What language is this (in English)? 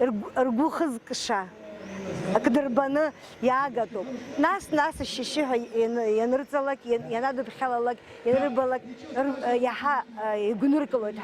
Abkhazian